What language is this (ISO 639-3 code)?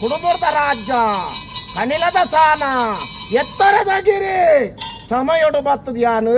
tcy